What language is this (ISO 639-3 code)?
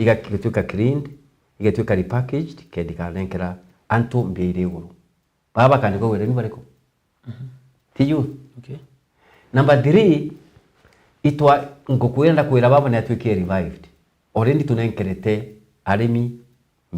mer